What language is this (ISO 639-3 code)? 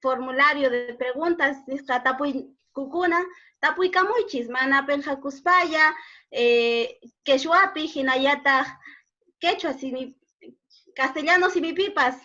que